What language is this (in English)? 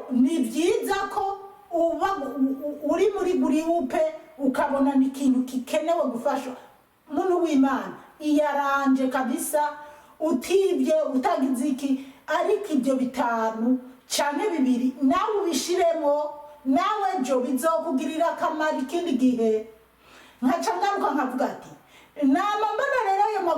Rundi